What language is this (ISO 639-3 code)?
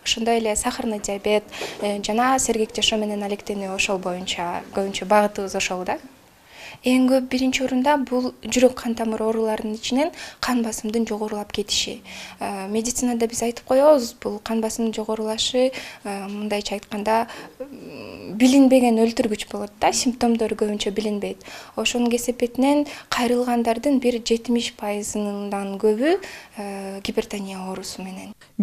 kir